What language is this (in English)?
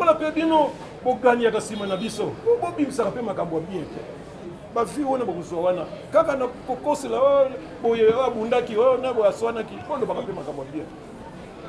Lingala